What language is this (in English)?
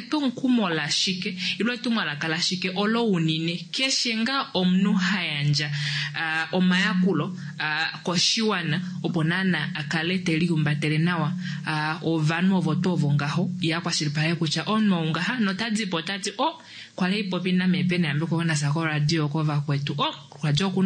Kuanyama